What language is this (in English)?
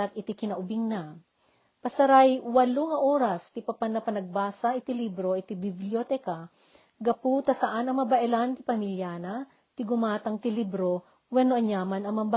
Iloko